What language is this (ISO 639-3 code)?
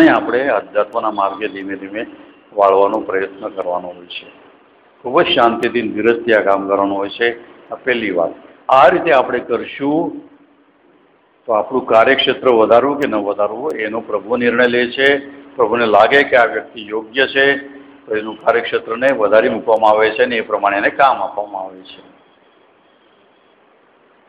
guj